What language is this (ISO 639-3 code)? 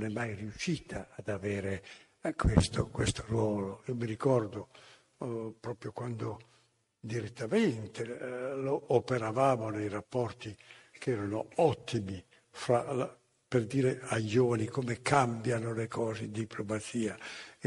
ita